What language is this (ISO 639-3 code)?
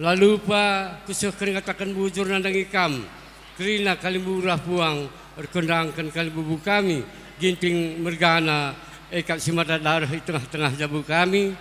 btx